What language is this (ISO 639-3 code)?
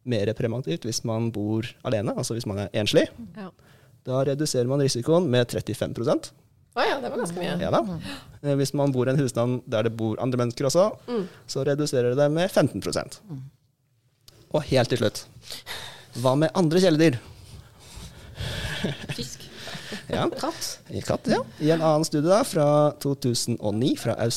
nor